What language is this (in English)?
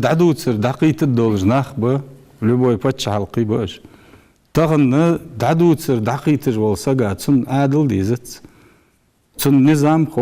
Ingush